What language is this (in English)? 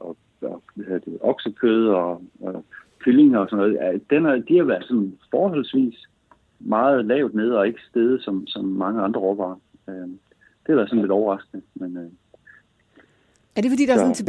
Danish